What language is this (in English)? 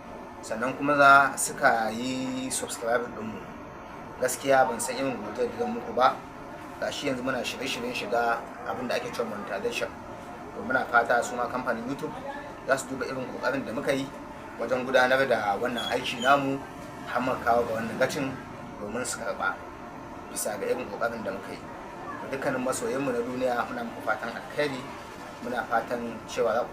Hausa